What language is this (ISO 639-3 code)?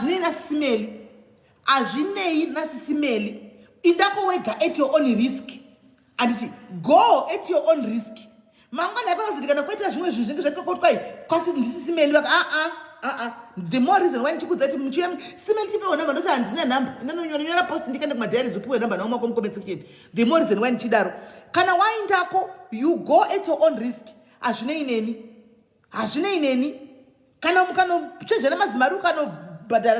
sna